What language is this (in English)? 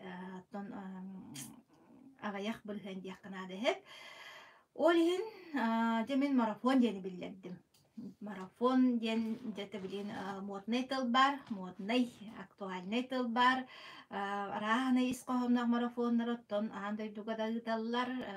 Yakut